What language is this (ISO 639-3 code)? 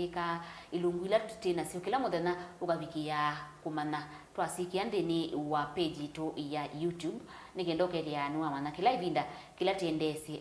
kam